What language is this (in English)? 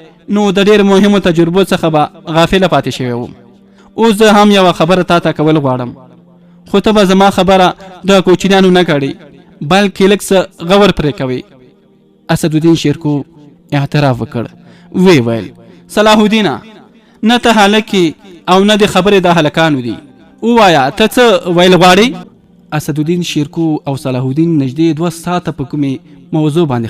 Pashto